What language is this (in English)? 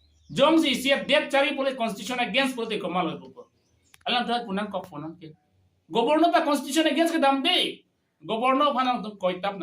Karbi